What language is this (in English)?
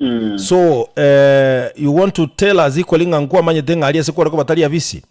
Gusii